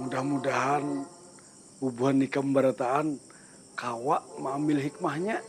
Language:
Banjar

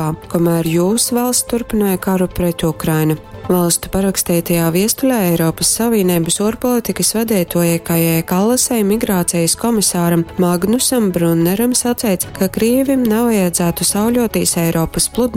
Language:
Latgalian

